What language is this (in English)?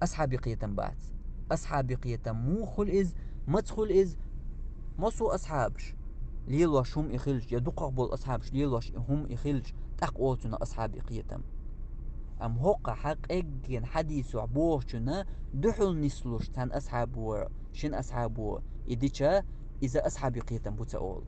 Chechen